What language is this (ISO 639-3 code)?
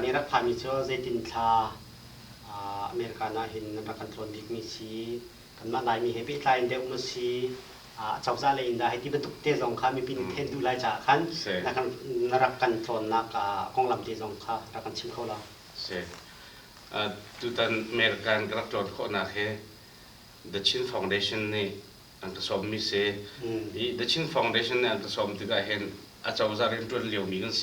cnh